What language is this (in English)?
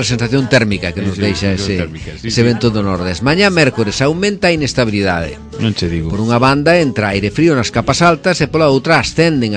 Galician